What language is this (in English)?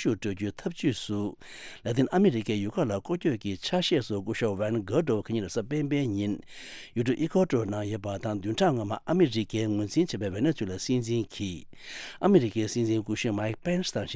Tibetan